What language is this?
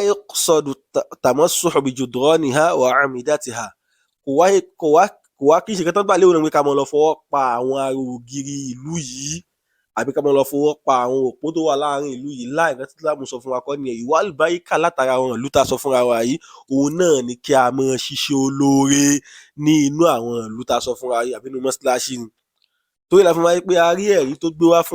Yoruba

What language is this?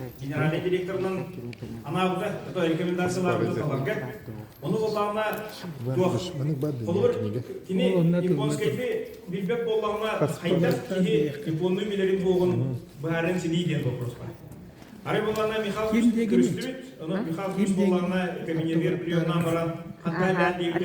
Yakut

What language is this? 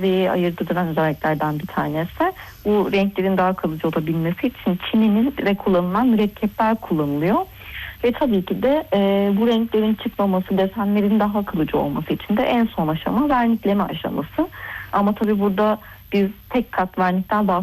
Turkish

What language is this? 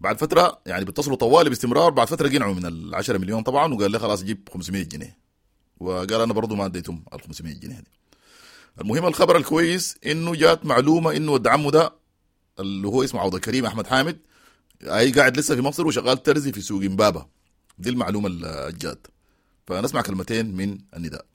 Sudanese Arabic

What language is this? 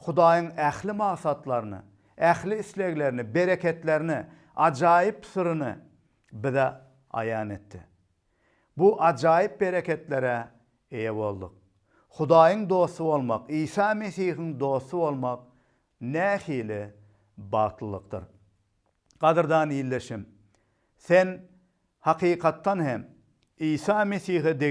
Turkmen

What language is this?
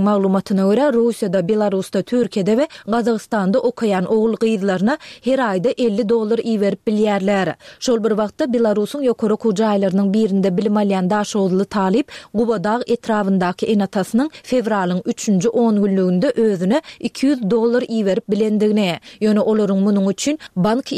Turkmen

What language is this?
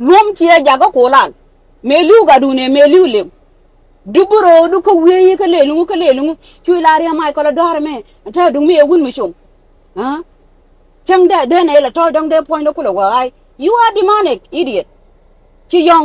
Nuer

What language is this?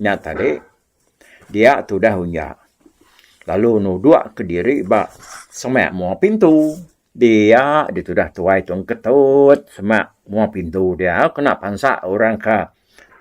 Iban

